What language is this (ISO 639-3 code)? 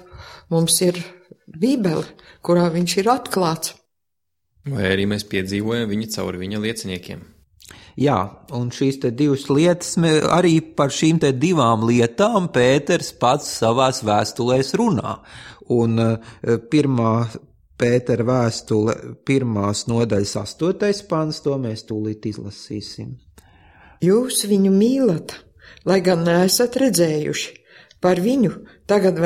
lav